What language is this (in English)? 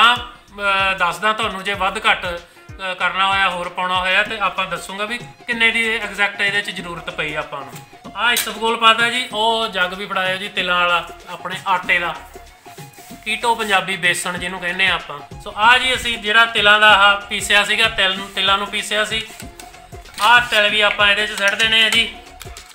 Punjabi